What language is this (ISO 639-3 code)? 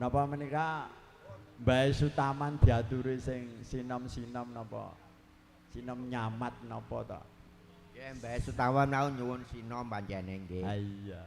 jav